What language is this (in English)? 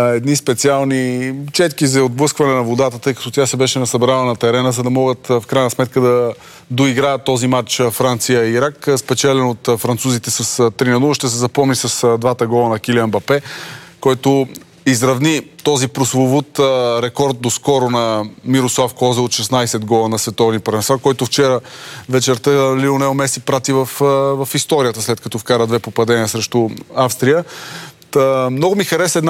Bulgarian